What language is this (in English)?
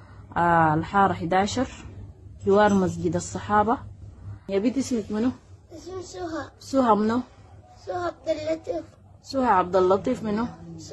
Sudanese Arabic